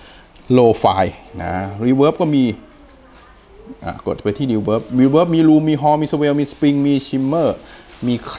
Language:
Thai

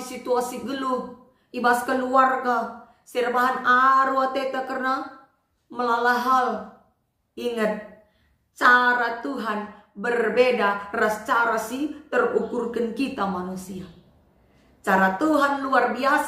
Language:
Batak Karo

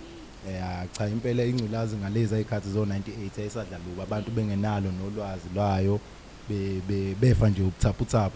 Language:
Zulu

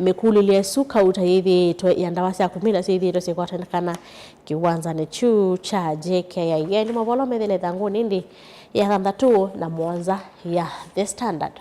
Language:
Kamba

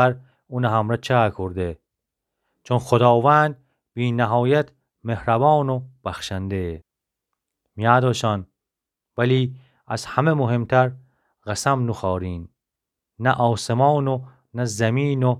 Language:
Gilaki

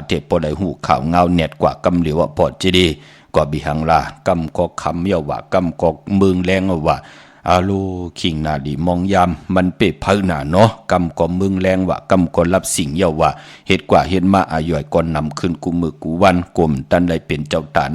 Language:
Shan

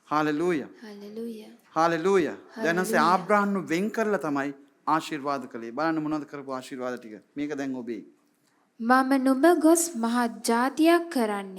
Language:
Sinhala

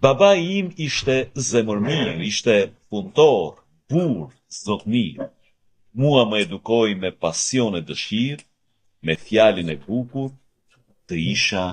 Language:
Albanian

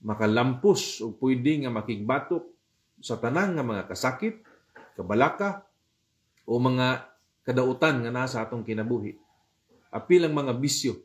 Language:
Cebuano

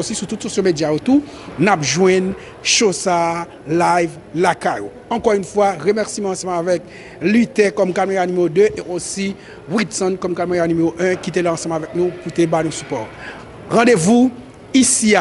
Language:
Haitian Creole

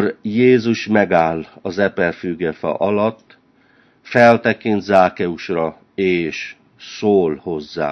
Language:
Hungarian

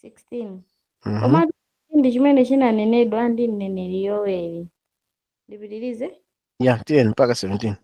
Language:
Nyanja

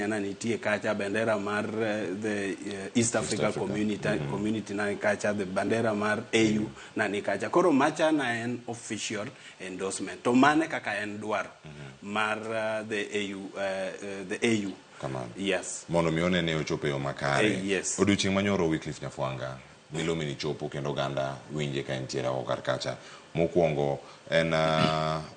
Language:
Luo (Kenya and Tanzania)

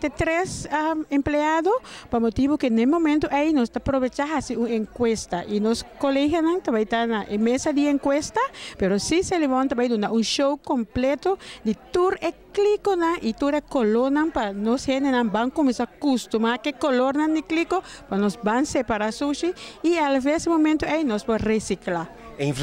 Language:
Papiamento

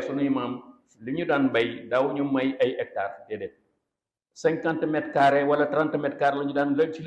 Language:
Wolof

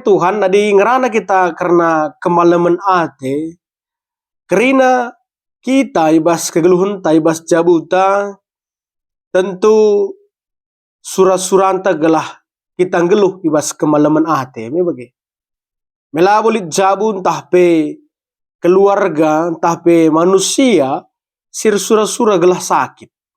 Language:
Batak Karo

